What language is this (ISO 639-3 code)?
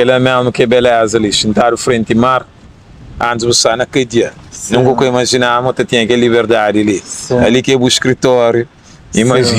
kea